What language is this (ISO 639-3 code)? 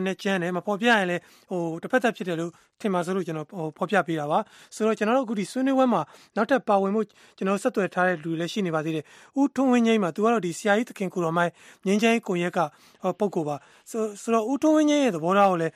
mya